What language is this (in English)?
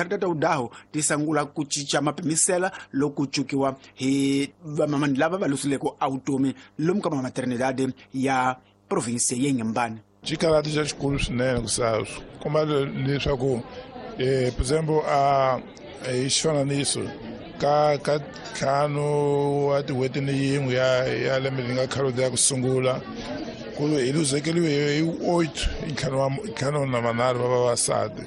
Tsonga